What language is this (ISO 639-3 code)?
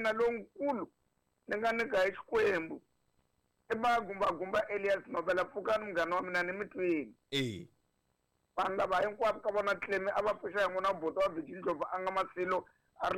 tso